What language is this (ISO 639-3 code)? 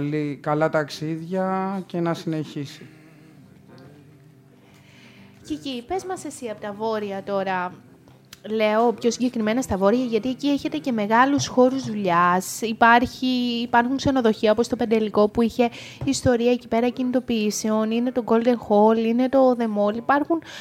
ell